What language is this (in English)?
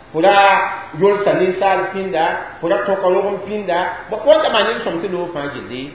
Mossi